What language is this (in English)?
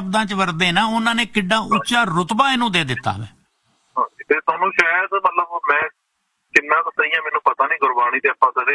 Punjabi